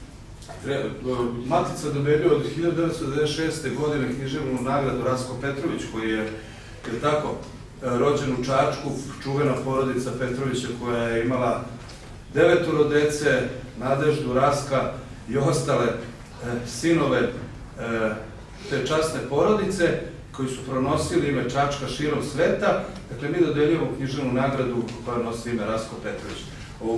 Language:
Serbian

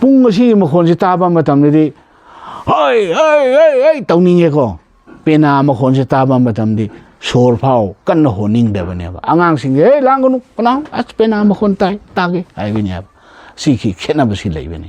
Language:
Manipuri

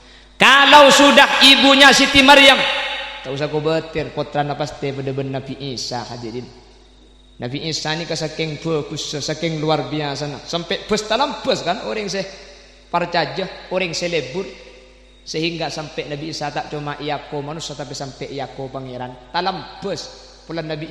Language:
Madurese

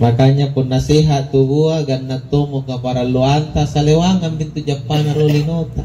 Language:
Makasar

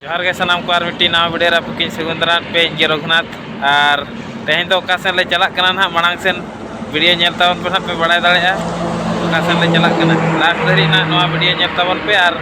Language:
Santali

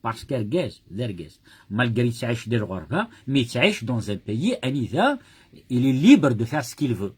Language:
Kabyle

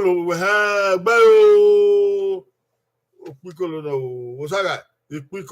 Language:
Bini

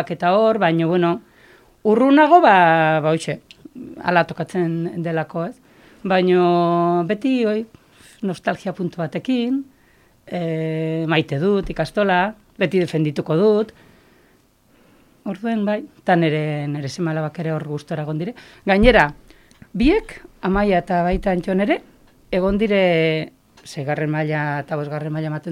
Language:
Basque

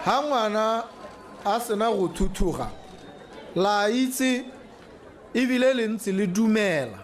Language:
Tswana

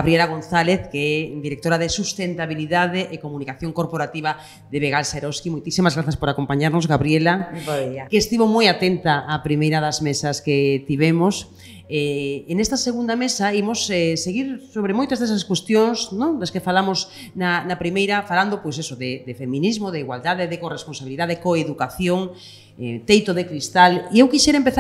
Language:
Galician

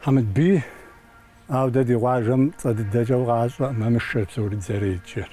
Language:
Kabardian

